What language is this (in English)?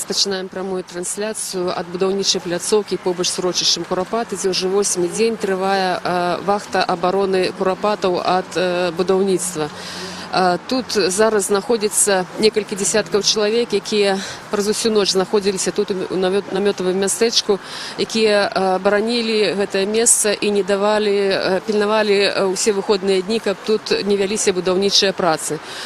Belarusian